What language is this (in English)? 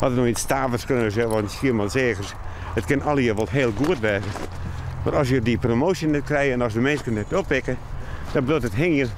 Western Frisian